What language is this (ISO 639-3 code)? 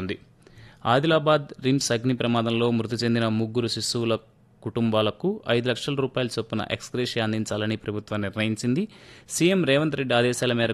tel